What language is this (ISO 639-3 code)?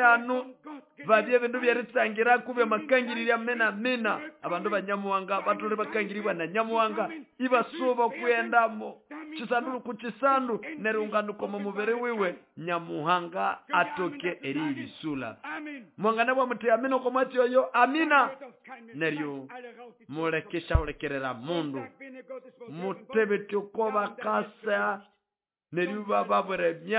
nnb